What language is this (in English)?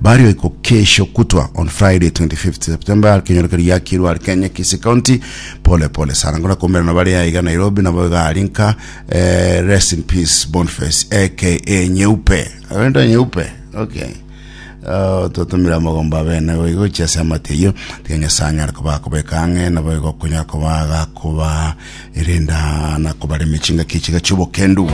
Gusii